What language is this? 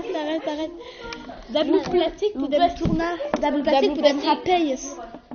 Occitan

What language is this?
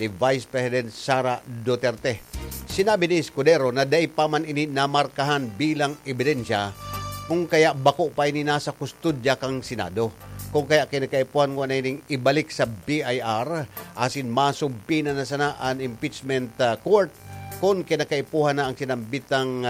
Bikol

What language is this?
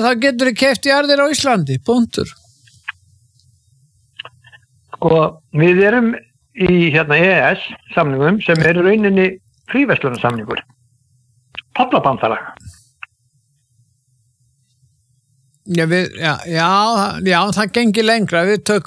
Icelandic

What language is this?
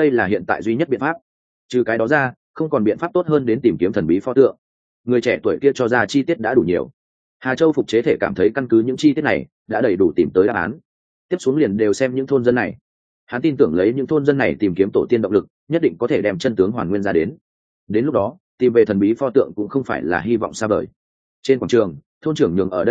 Vietnamese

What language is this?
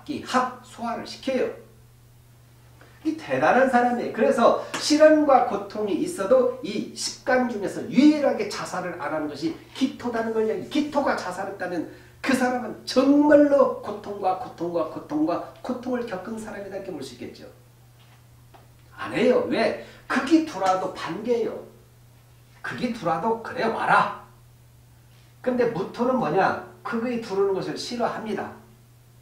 Korean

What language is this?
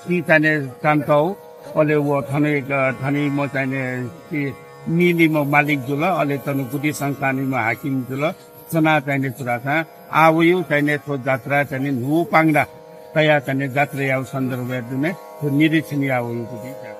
Newari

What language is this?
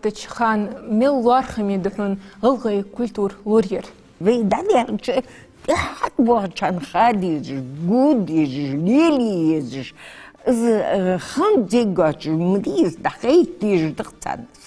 Ingush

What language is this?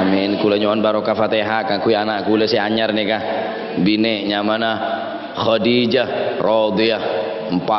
Madurese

